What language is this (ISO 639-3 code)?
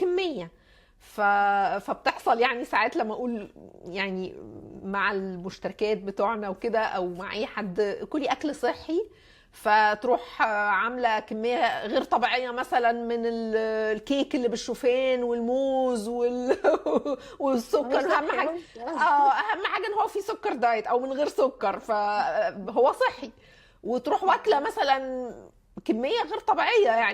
arz